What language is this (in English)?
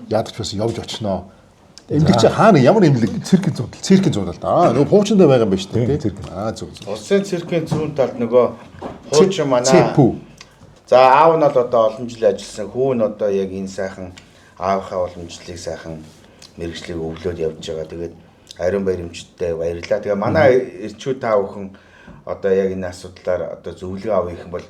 Mongolian